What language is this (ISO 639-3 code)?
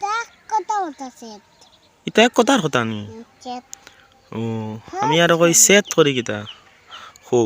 syl